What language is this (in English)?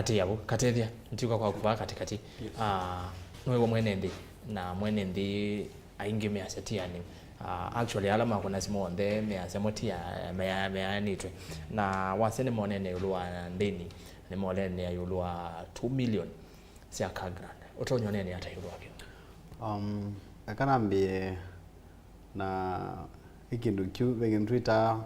Kamba